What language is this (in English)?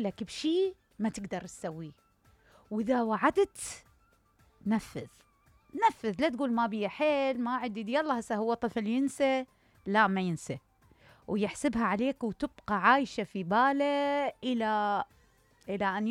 Mesopotamian Arabic